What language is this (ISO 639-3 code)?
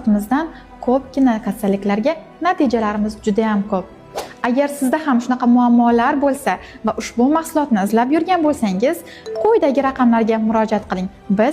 uzb